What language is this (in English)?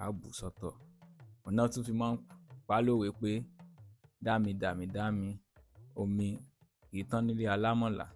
Yoruba